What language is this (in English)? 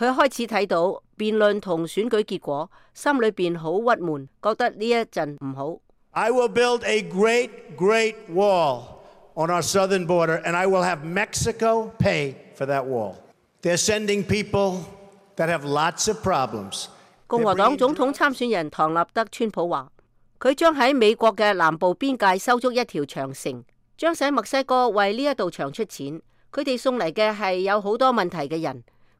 Cantonese